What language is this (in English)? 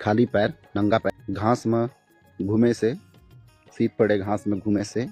Chhattisgarhi